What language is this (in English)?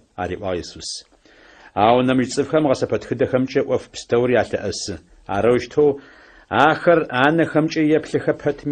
Adyghe